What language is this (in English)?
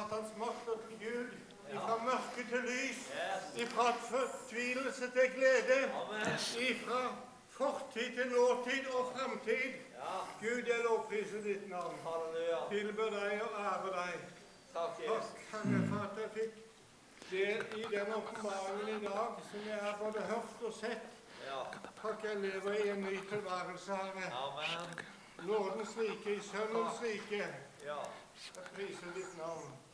Norwegian